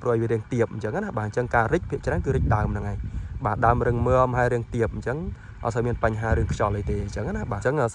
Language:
Khmer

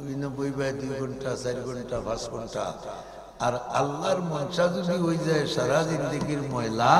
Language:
Sylheti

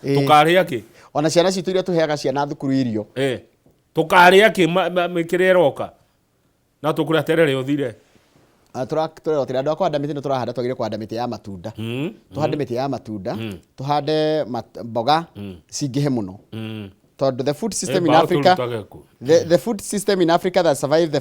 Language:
Kikuyu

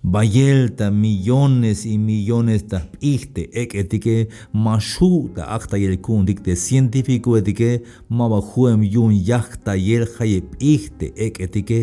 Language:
Tzeltal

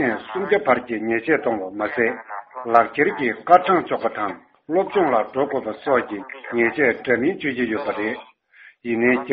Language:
Tibetan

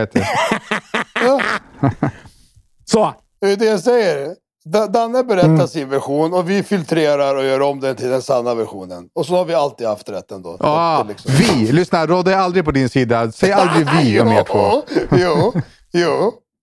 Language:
Swedish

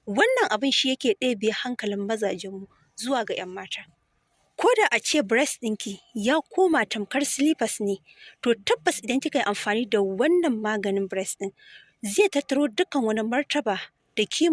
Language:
Hausa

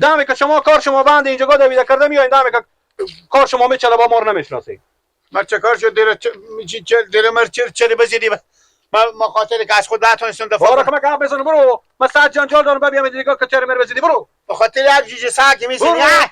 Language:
Persian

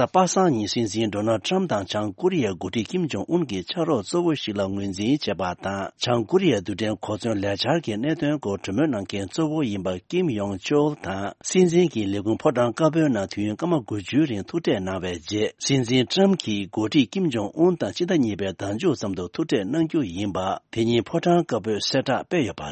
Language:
Tibetan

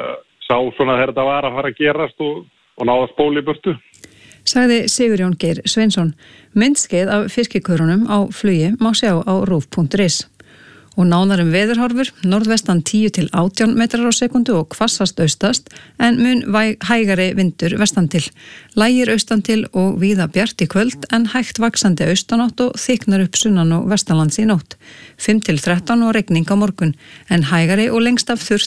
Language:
Icelandic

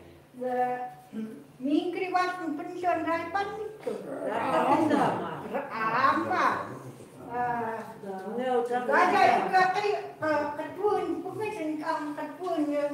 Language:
Chukot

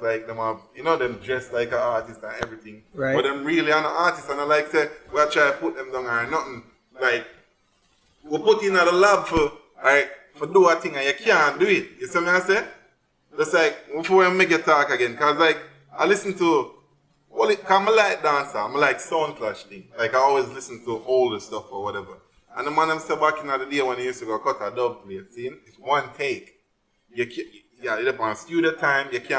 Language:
Jamaican Creole English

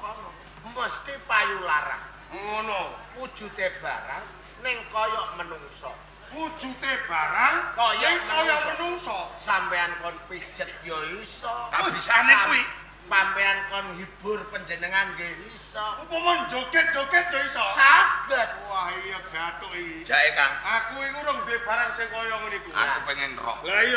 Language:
Javanese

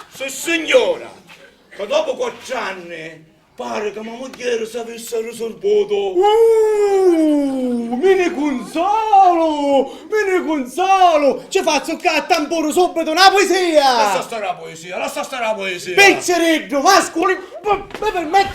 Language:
Sicilian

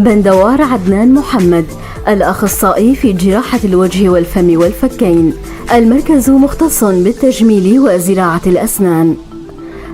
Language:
North Levantine Arabic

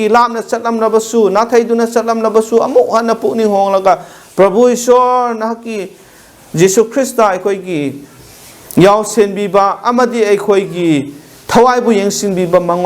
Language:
Manipuri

